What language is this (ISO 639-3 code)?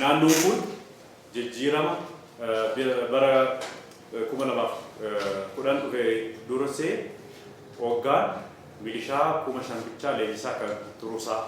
orm